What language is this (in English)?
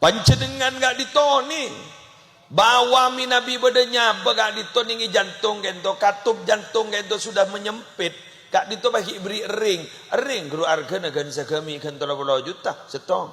Madurese